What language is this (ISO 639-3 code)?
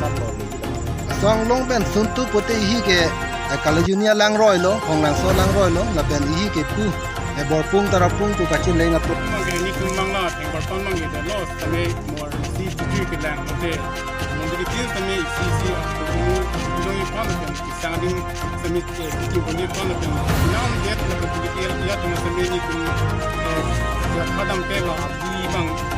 mjw